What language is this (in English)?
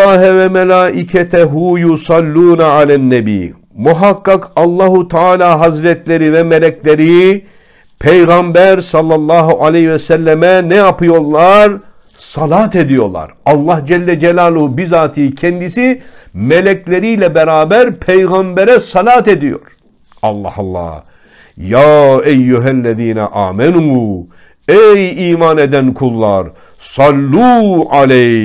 Turkish